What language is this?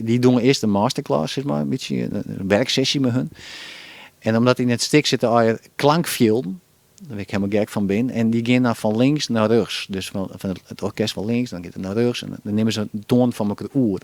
Western Frisian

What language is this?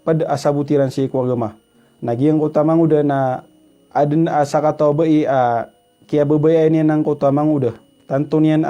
Maranao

